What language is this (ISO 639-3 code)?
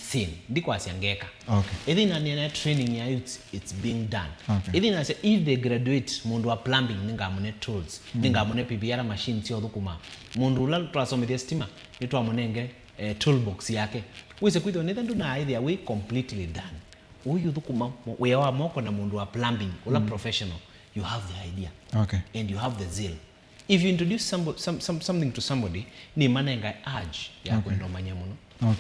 kam